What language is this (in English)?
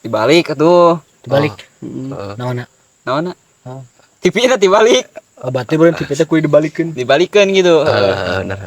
Sundanese